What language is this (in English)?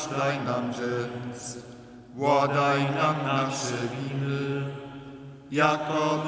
Upper Sorbian